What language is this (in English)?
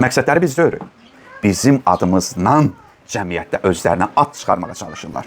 Azerbaijani